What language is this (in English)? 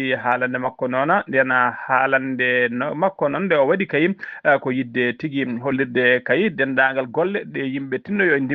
Fula